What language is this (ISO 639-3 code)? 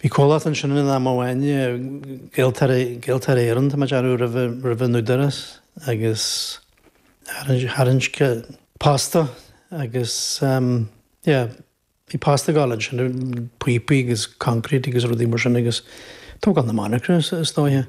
gle